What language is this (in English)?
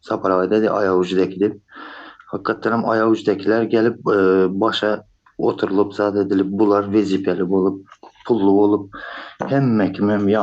Turkmen